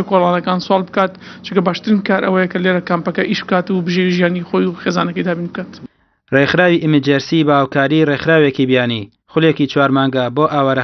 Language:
Central Kurdish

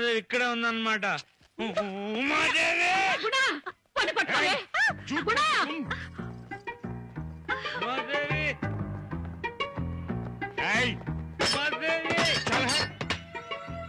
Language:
Telugu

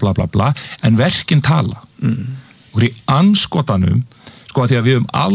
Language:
Icelandic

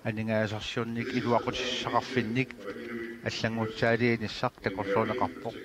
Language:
Kalaallisut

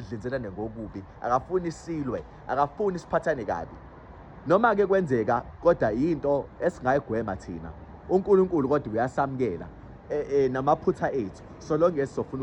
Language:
Zulu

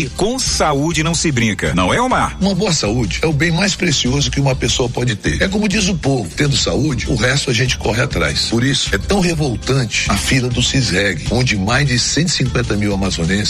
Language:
Portuguese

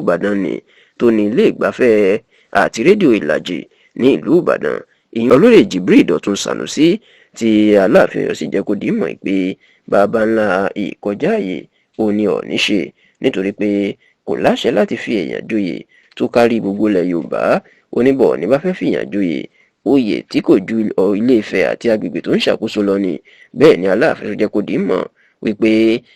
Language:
Yoruba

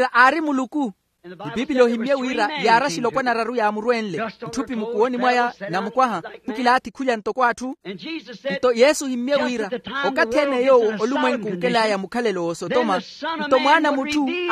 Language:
Makhuwa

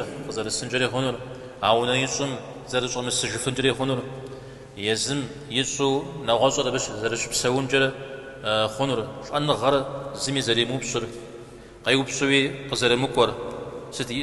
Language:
Kabardian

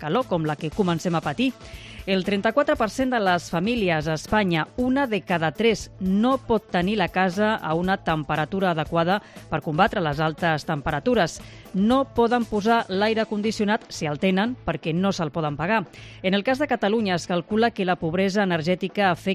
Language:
Catalan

